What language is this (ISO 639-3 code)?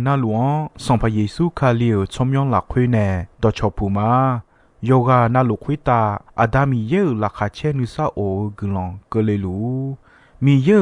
ahk